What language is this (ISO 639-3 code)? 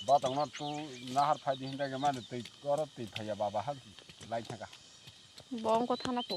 trp